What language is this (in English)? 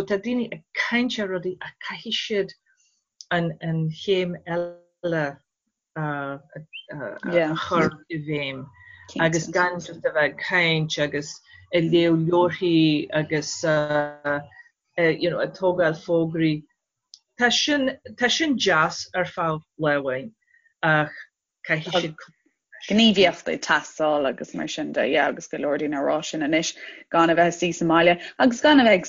Irish